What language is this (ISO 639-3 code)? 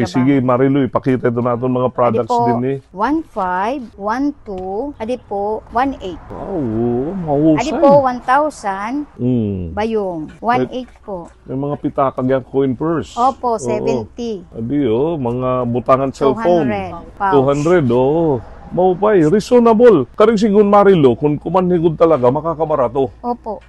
war